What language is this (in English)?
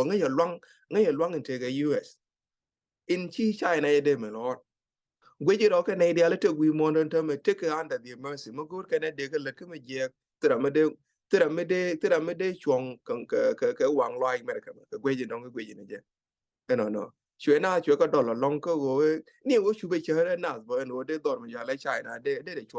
Nuer